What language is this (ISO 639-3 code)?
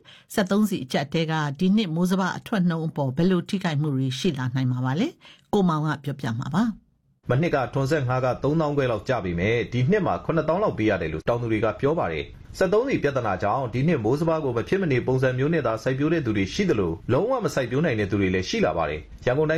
mya